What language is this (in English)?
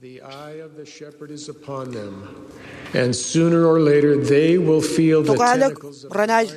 Marshallese